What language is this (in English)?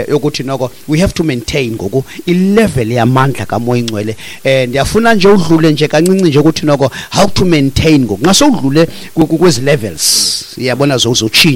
Xhosa